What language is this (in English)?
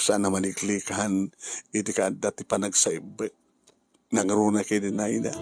Iloko